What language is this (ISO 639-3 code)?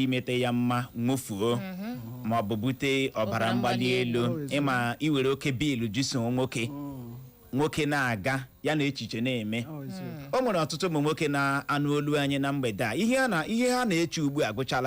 ibo